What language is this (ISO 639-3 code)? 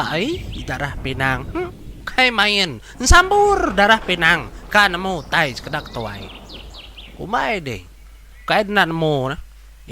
iba